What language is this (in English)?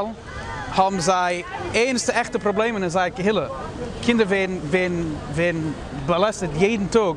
Yiddish